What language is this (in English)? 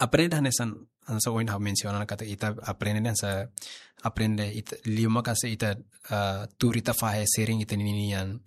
Tetum